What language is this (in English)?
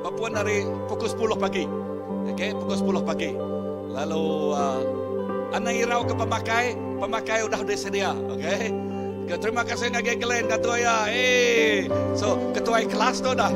Iban